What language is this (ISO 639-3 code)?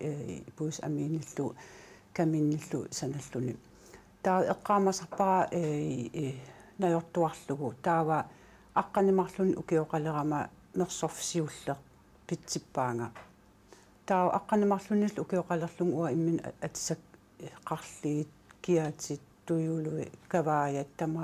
kal